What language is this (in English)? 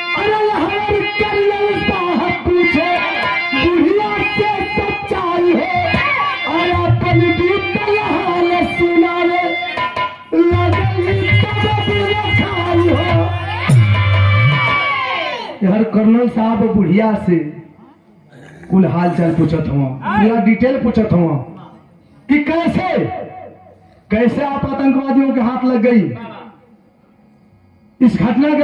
Bhojpuri